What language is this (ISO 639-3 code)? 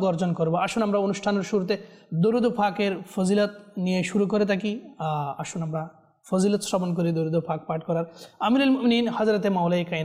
ben